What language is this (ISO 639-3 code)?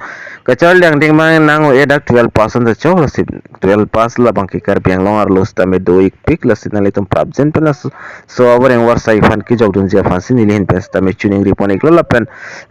mjw